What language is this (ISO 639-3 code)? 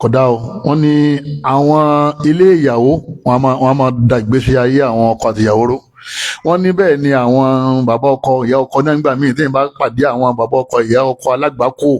yor